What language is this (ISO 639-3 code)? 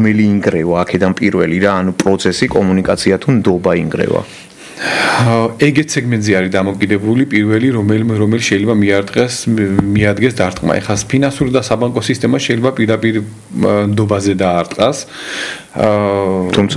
kat